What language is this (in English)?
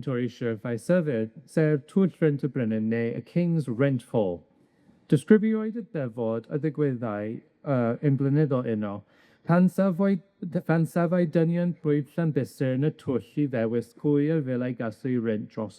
Welsh